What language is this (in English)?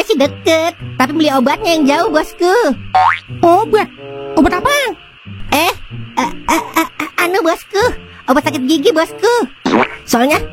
Betawi